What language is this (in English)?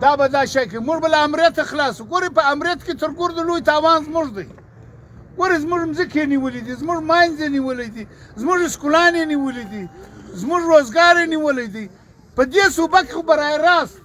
Pashto